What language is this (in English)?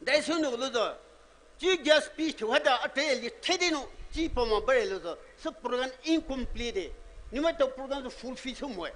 Poumei Naga